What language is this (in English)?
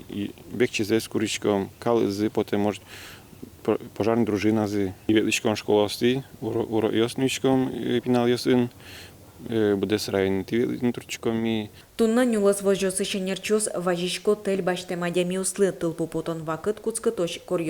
Udmurt